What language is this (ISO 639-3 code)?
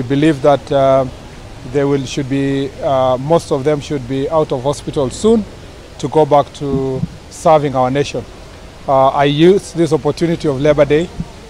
mer